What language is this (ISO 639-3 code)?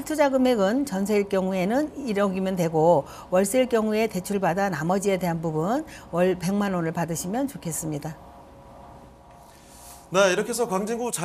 kor